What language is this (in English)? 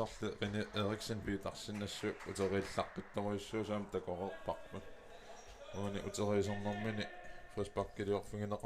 Kalaallisut